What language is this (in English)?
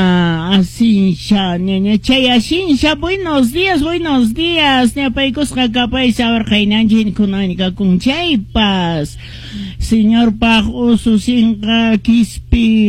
Quechua